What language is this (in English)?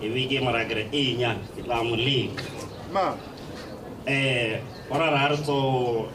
Tswana